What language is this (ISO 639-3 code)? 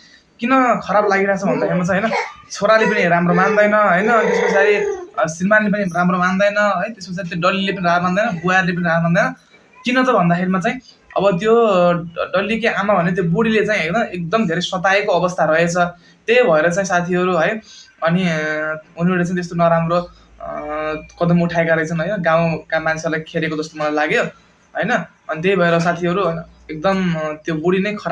nep